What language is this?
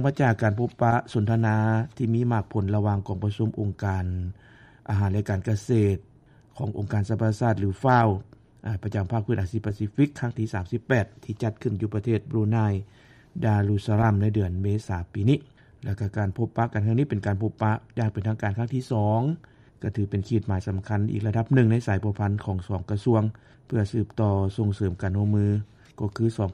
Lao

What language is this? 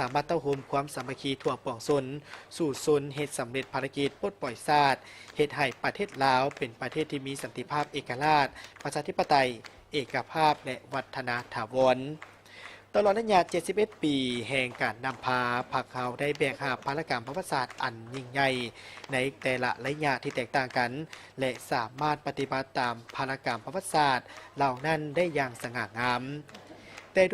Lao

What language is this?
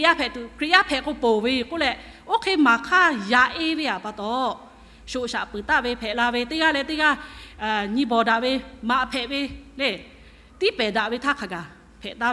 Lahu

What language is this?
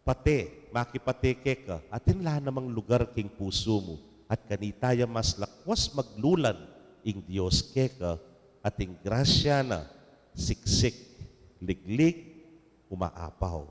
Pampanga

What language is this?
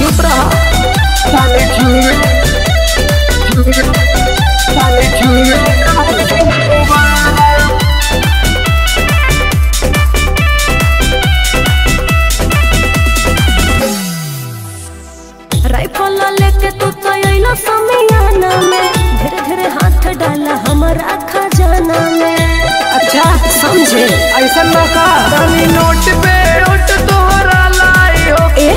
Bhojpuri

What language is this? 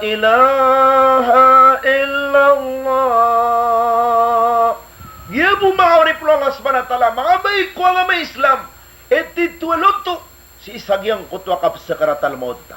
Maranao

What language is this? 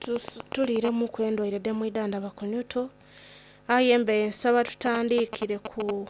Soga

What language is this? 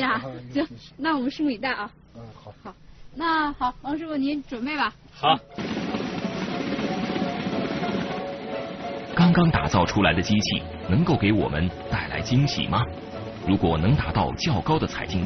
Chinese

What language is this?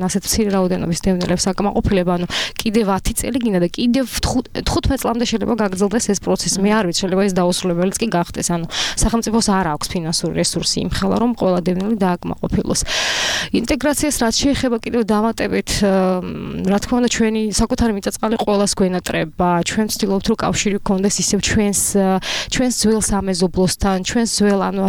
Georgian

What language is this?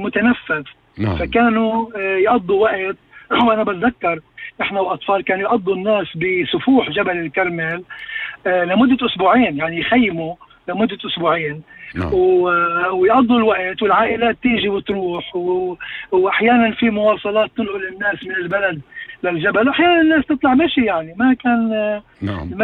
North Levantine Arabic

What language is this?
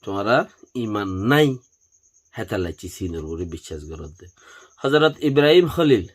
Rohingya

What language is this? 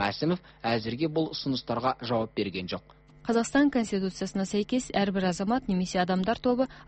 Kazakh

